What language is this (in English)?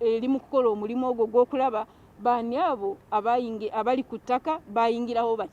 Ganda